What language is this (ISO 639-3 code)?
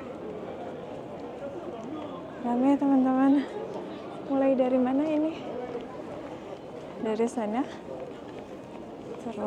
ind